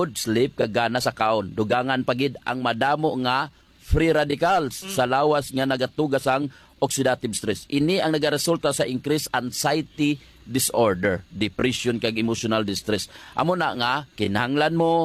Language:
Hiligaynon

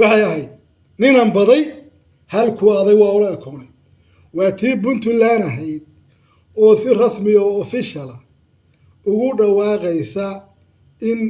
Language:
Somali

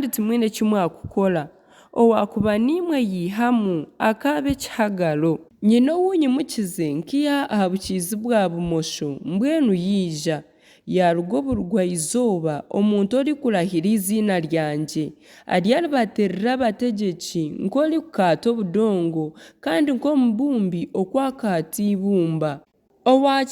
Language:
Nyankole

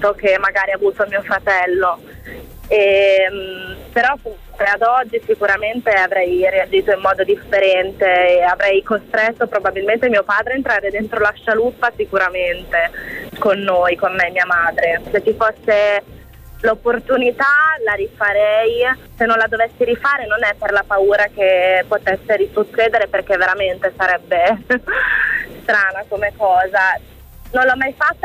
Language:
Italian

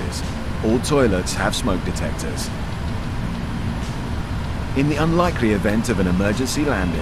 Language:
English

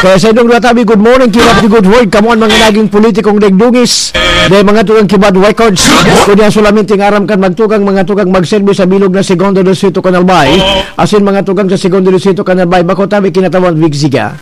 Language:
Bikol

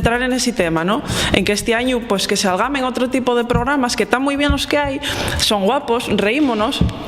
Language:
Asturian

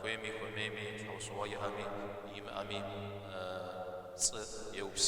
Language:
Kabardian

